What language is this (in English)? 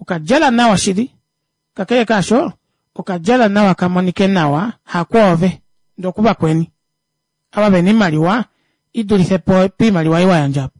Kuanyama